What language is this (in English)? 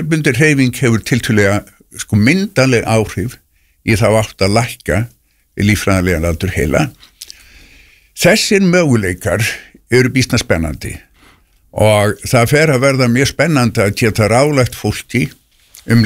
Icelandic